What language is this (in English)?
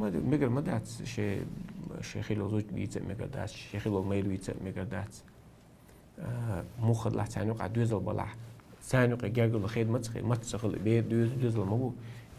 Chechen